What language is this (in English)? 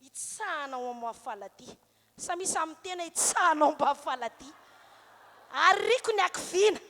Malagasy